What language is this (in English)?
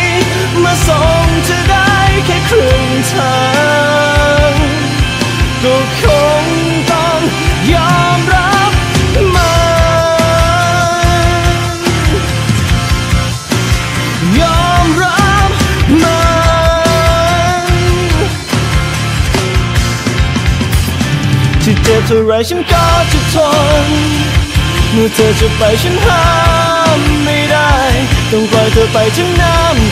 Thai